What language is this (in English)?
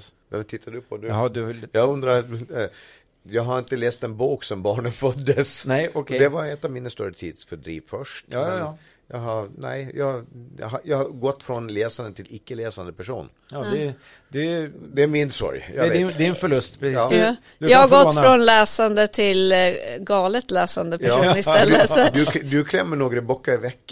Swedish